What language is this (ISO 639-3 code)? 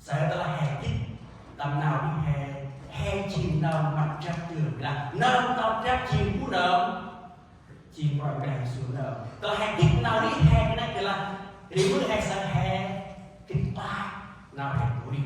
cmo